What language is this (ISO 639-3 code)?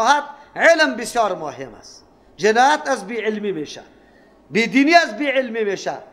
fas